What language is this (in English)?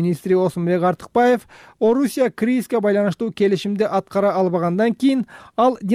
Kyrgyz